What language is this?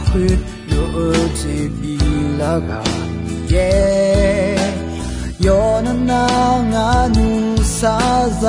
Akha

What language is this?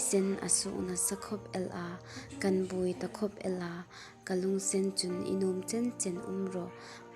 Hmar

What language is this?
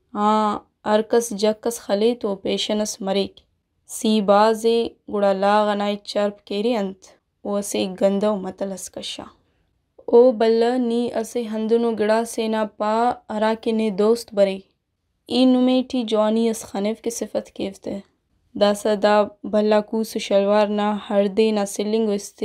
Brahui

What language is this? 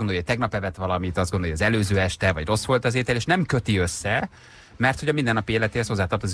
Hungarian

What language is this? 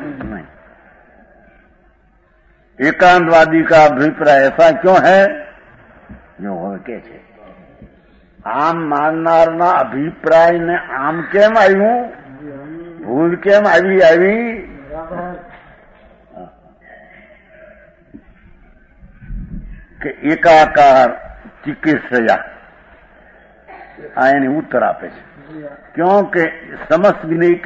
Gujarati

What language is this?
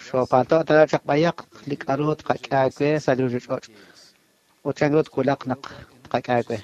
Kekchí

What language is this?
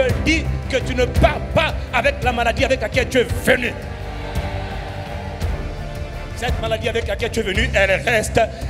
French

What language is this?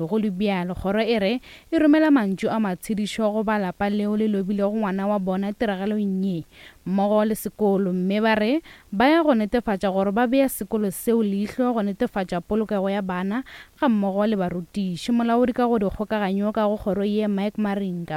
Northern Sotho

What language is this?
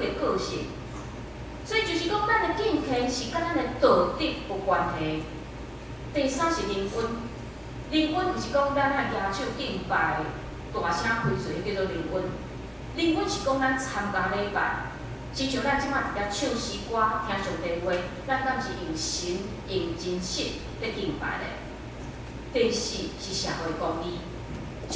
Min Nan Chinese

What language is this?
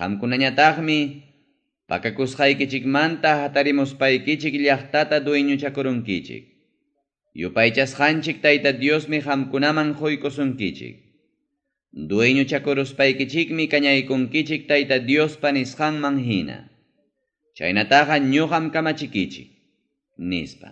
Ayacucho Quechua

